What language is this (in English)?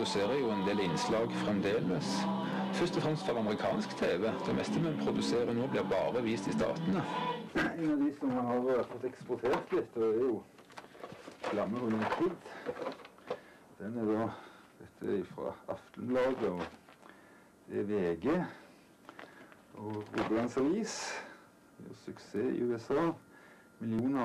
Norwegian